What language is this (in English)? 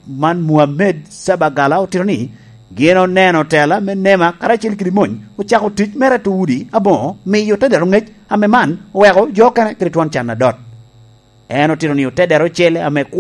Lango (Uganda)